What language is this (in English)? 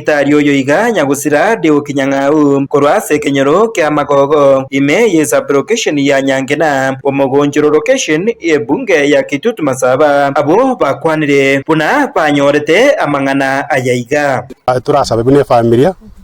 Gusii